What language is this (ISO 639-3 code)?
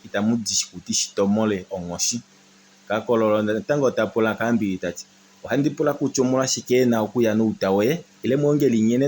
kua